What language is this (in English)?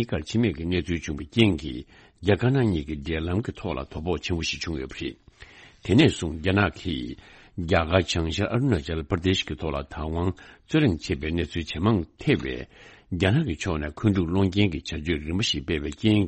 Tibetan